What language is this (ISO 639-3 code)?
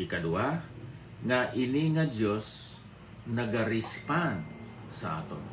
hil